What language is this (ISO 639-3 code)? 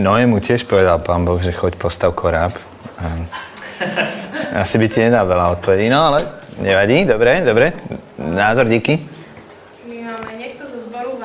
slk